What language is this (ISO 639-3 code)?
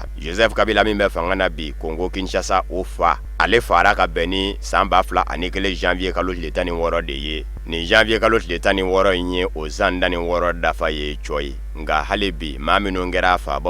bam